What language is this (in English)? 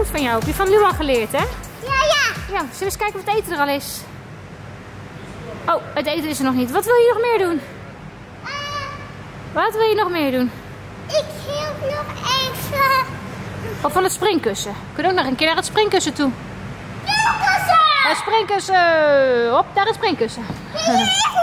Dutch